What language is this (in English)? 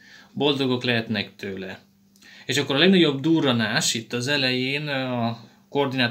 Hungarian